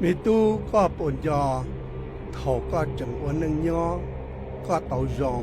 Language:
Hmong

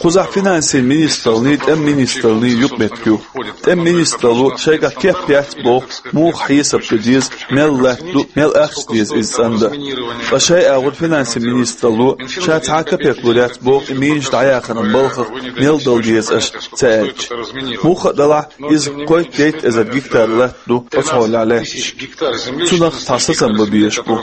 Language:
Chechen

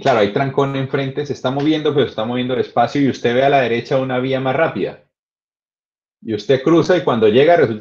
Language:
Spanish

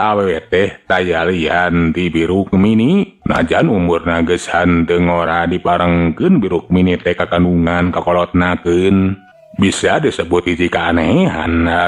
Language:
Sundanese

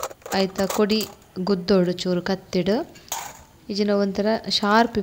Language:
Tulu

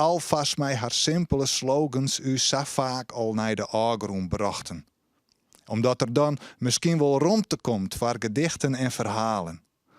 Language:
Western Frisian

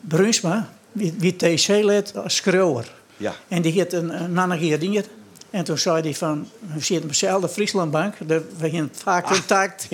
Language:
Western Frisian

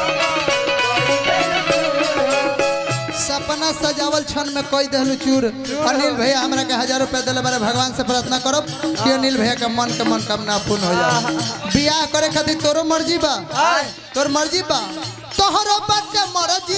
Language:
Bhojpuri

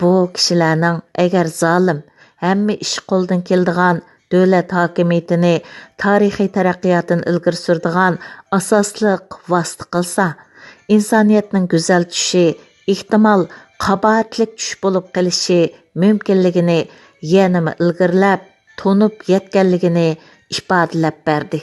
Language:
Uyghur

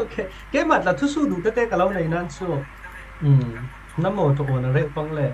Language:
Falam Chin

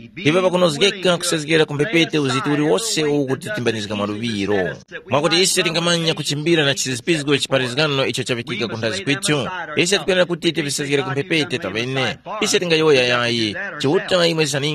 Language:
Tumbuka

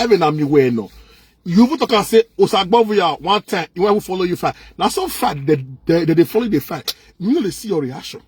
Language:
Nigerian Pidgin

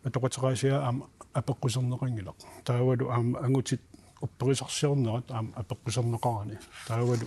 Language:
Kalaallisut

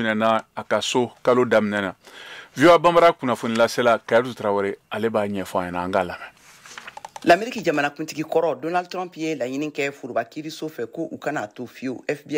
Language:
Bambara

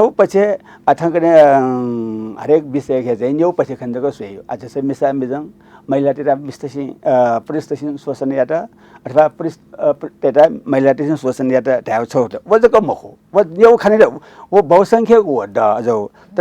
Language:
Newari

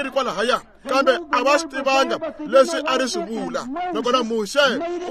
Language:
Tsonga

